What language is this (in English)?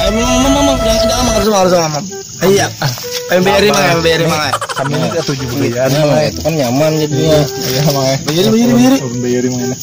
Banjar